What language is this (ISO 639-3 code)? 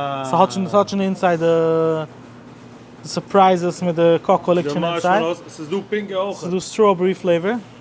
yid